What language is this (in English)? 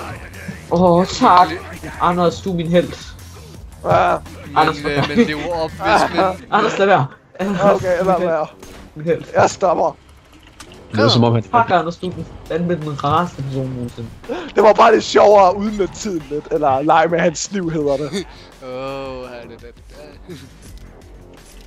Danish